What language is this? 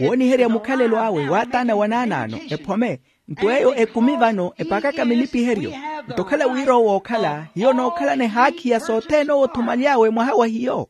Makhuwa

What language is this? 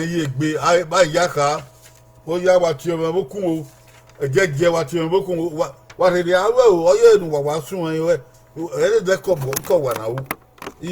Bini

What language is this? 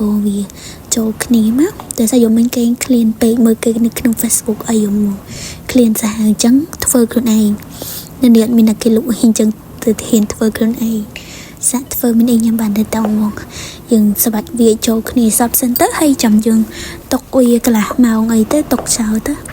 Khmer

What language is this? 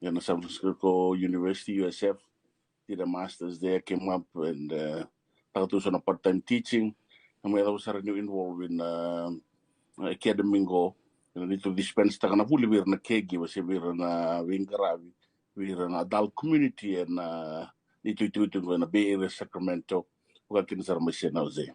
Fijian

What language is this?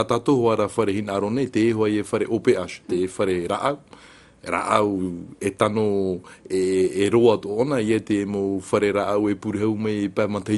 Tahitian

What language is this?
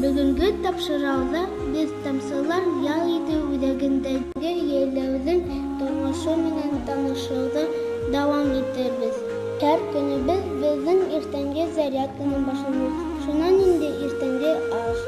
Bashkir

